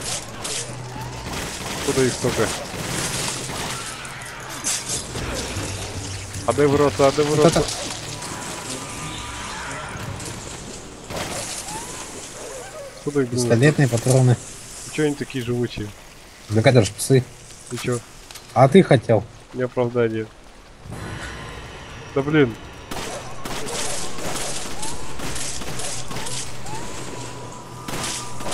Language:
Russian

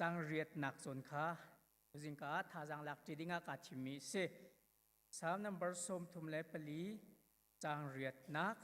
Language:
Hakha Chin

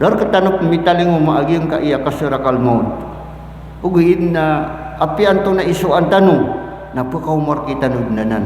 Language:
Maranao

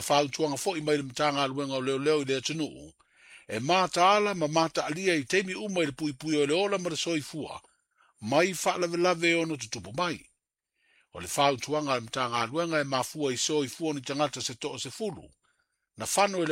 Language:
Samoan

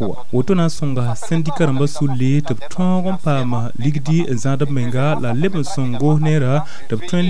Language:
Mossi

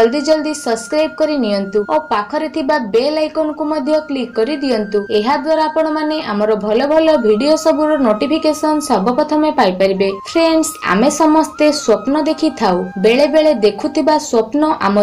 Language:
Odia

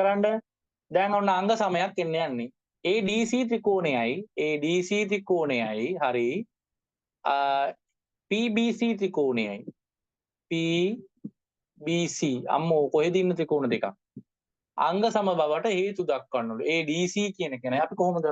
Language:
Sinhala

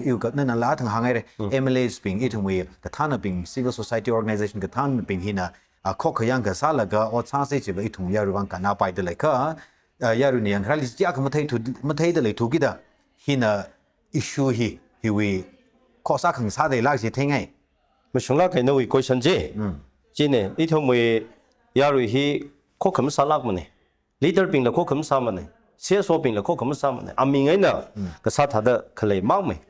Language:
Tangkhul Naga (India)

